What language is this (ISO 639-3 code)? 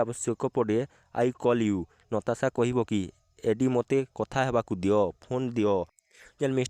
ori